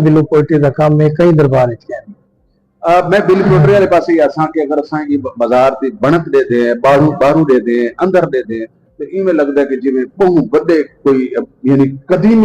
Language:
Saraiki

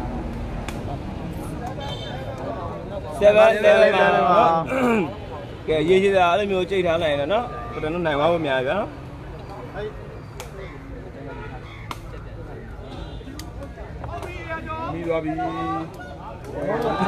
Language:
Burmese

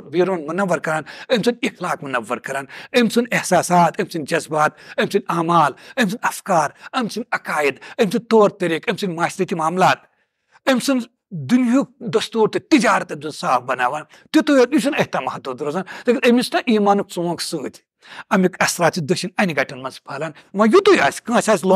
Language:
Kashmiri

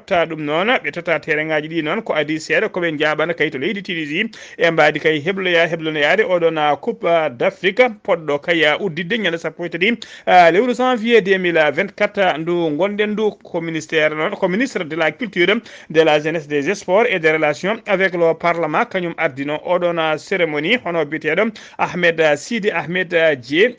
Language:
Fula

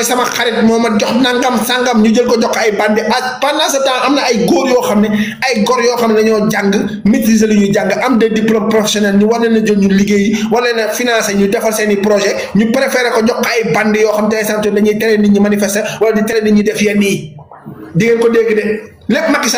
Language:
Wolof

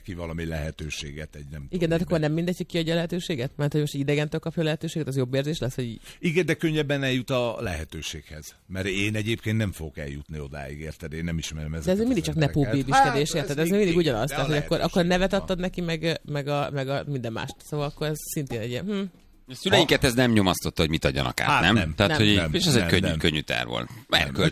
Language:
Hungarian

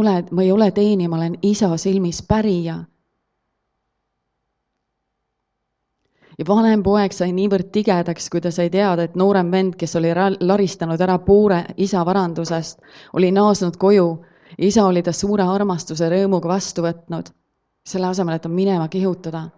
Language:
Estonian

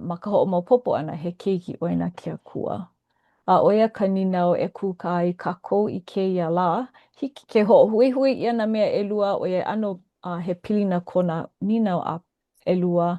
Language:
Hawaiian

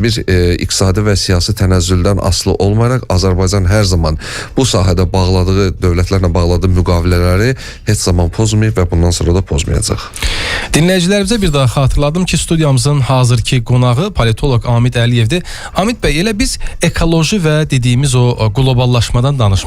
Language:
Azerbaijani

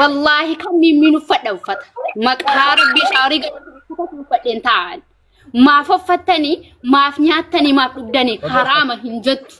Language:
Oromo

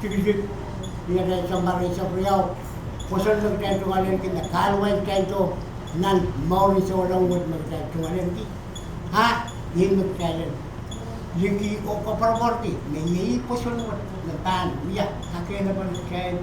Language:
Pohnpeian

